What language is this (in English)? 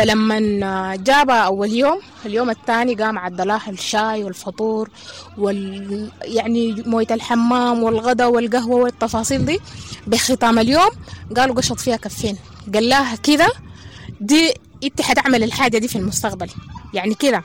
Sudanese Arabic